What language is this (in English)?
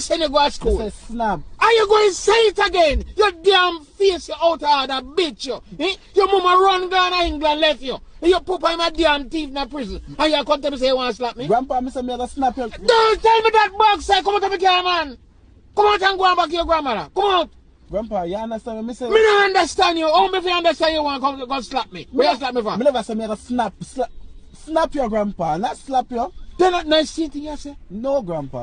Jamaican Creole English